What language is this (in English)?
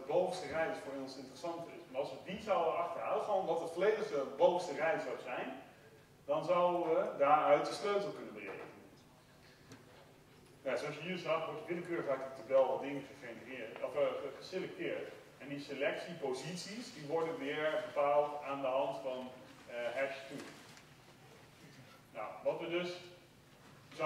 Dutch